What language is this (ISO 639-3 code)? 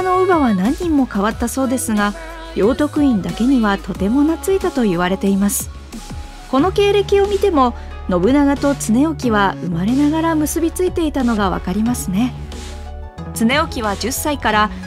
jpn